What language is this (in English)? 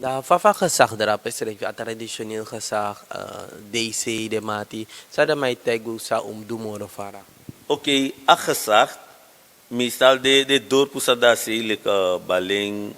Sranan Tongo